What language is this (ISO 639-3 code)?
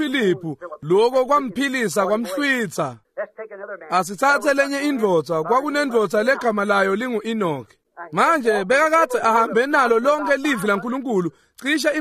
ssw